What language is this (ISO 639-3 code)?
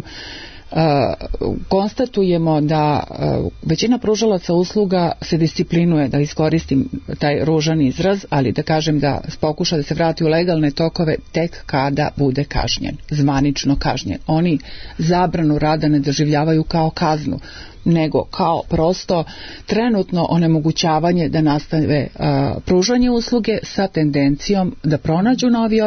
srp